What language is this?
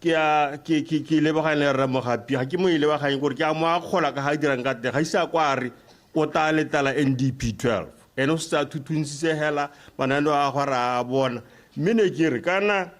Tswana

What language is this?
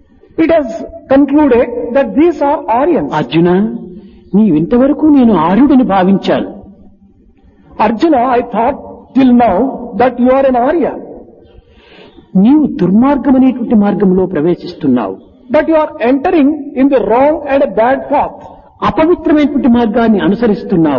Telugu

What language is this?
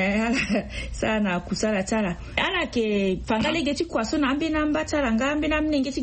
Sango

